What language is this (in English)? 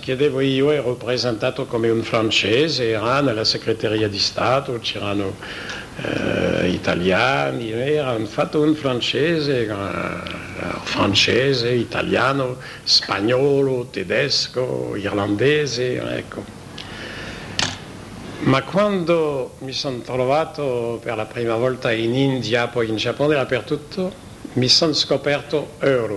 Italian